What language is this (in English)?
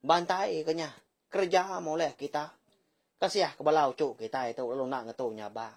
Iban